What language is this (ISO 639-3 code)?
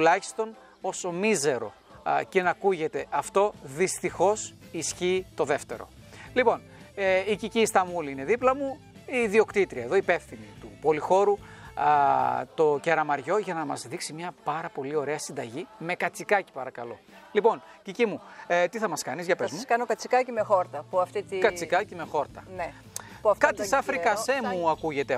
ell